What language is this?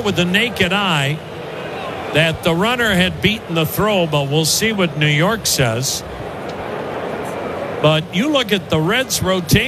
English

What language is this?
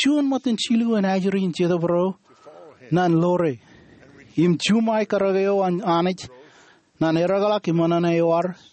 Marshallese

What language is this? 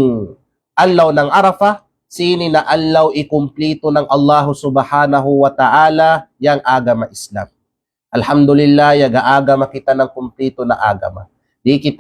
Kalagan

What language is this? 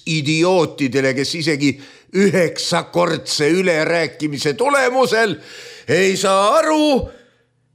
Estonian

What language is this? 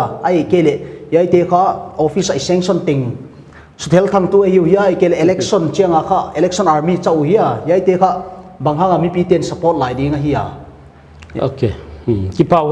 Paite Chin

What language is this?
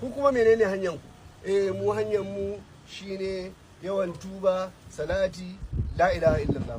Hausa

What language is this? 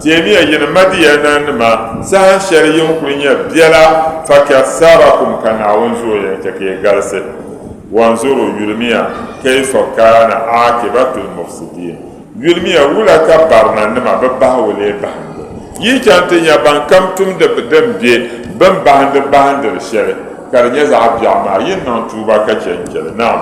Dagbani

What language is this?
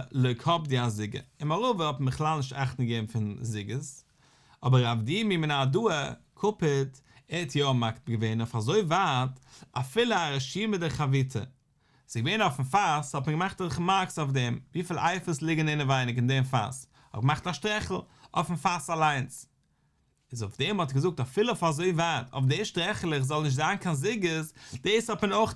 Yiddish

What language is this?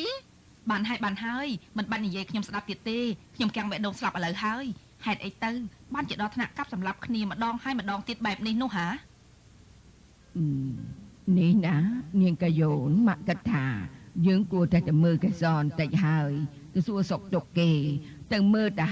Khmer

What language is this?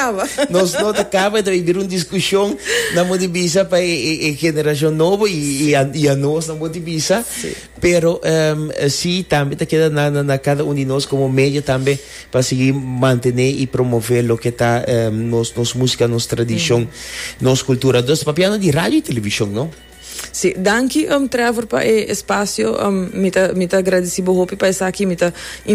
Papiamento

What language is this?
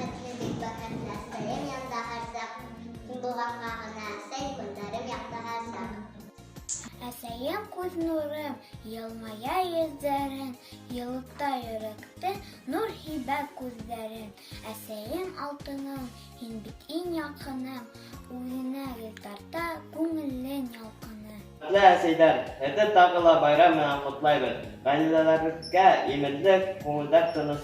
Bashkir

